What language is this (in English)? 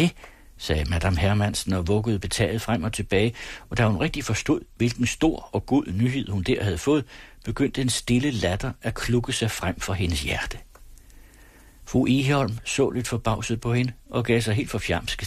Danish